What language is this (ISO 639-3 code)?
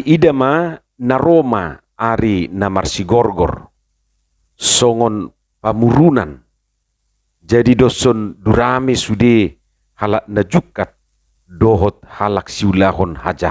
bbc